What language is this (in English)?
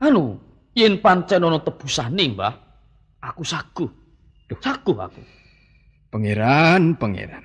Javanese